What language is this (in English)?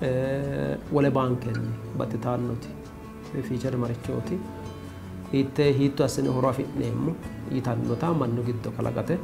Sidamo